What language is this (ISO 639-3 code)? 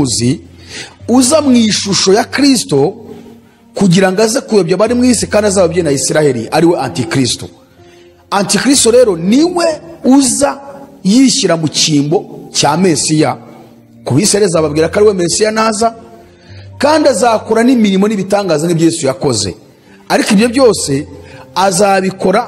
kin